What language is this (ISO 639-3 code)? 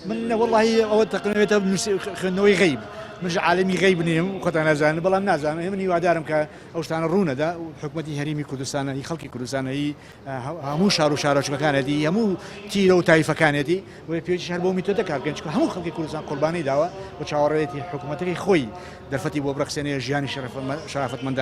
ckb